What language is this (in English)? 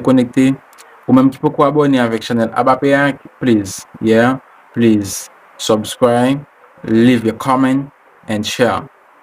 Haitian Creole